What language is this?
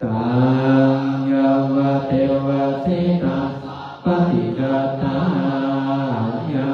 Pali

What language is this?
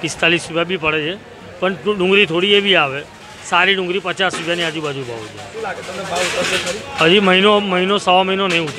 Gujarati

